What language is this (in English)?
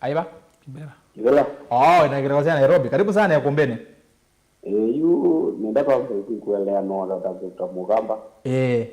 Kamba